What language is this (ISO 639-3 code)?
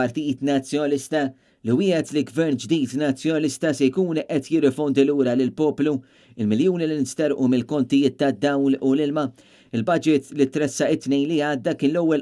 mlt